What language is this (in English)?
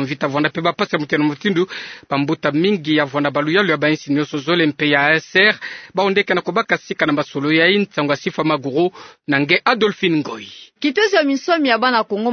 Kituba (Democratic Republic of Congo)